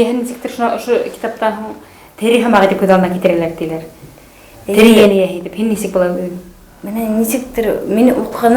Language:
Bashkir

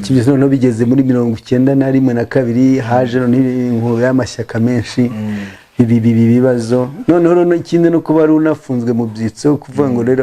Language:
Kinyarwanda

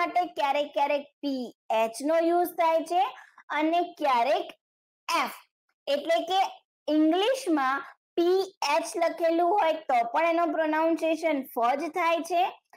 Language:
Gujarati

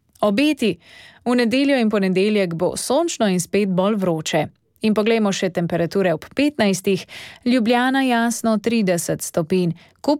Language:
Slovenian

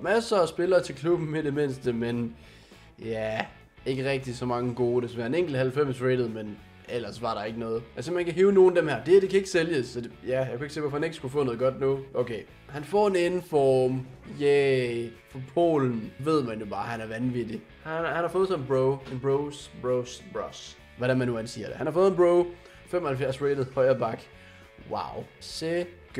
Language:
Danish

